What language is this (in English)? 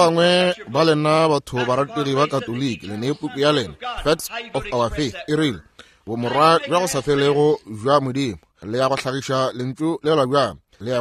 Northern Sotho